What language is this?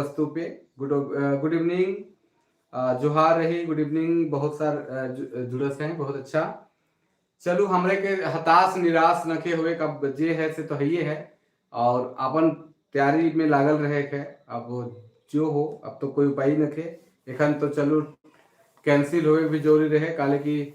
Sadri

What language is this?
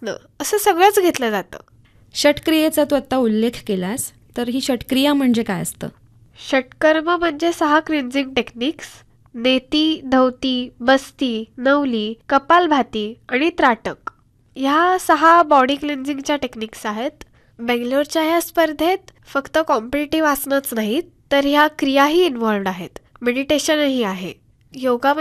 Marathi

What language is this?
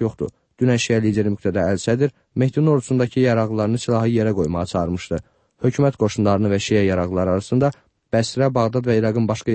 Azerbaijani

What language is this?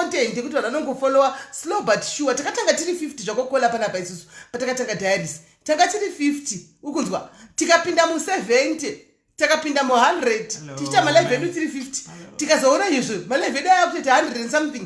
Shona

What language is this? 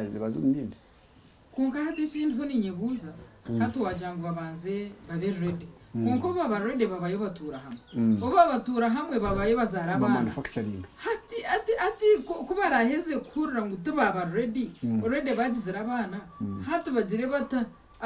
Nyankole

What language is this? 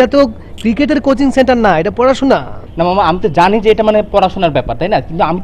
Bangla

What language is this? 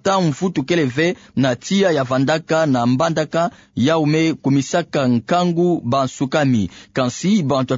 Kituba (Democratic Republic of Congo)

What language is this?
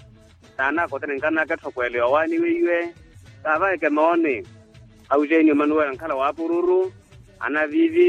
Makhuwa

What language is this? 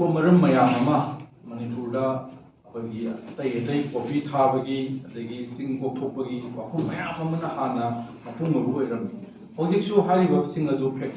Manipuri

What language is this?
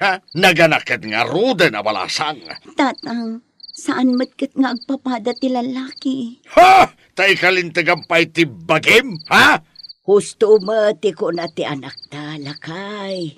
Iloko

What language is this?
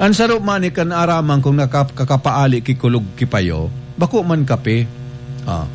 Bikol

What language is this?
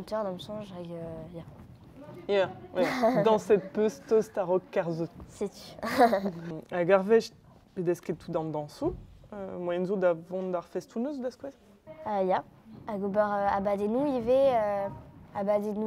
Breton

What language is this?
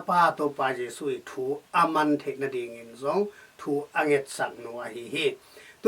Tedim Chin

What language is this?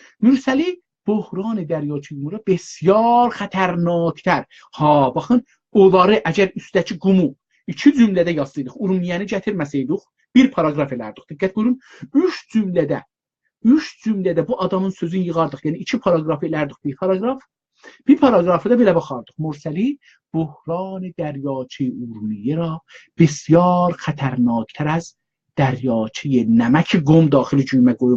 South Azerbaijani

